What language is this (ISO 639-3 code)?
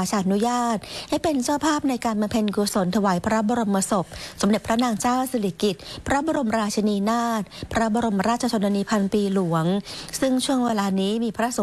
tha